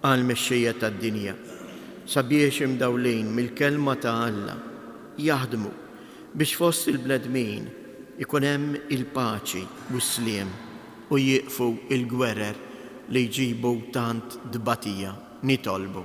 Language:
Maltese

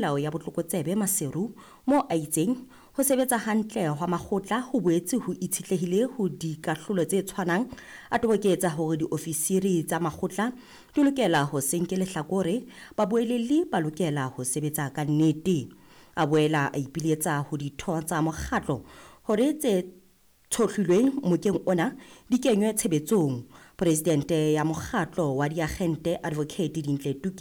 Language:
Southern Sotho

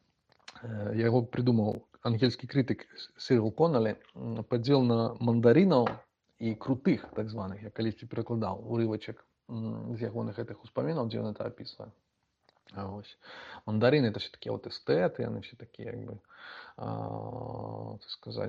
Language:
Belarusian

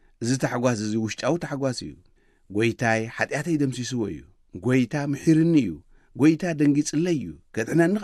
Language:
Tigrinya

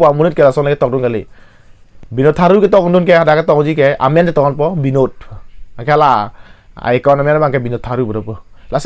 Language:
Karbi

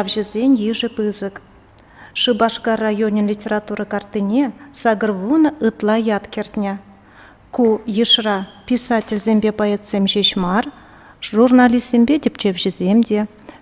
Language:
Chuvash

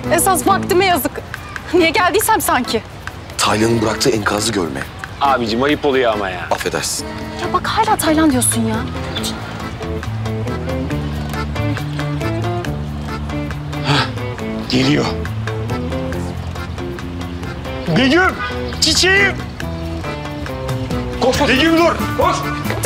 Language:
Turkish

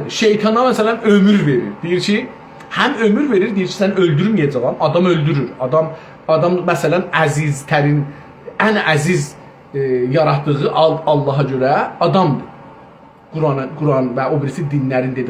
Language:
South Azerbaijani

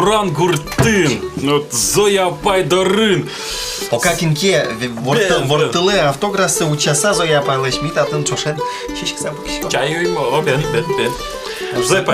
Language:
Udmurt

